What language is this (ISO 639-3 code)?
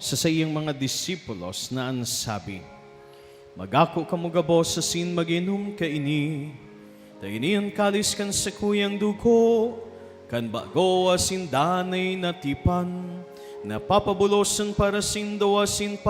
bik